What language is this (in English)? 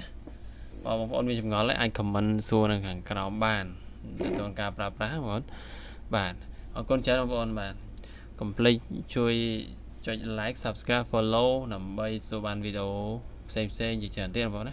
Khmer